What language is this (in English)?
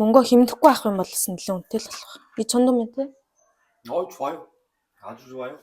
Mongolian